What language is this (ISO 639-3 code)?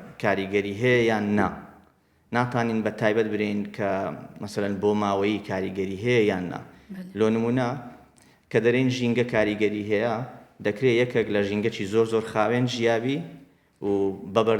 ckb